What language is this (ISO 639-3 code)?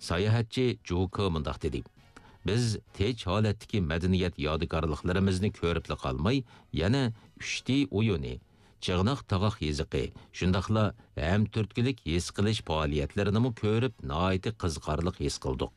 uig